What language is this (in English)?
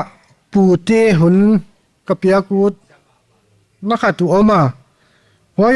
Paite Chin